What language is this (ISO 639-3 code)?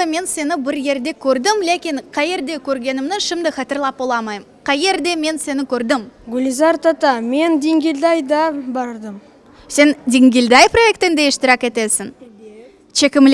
crh